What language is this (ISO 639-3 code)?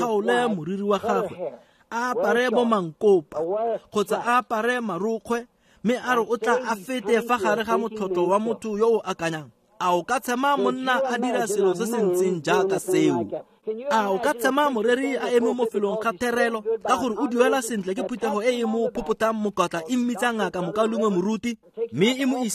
tsn